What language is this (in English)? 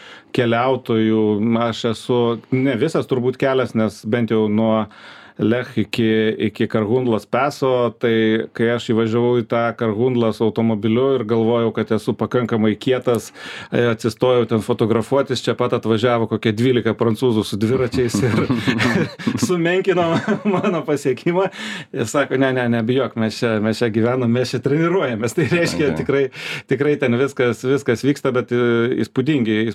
Lithuanian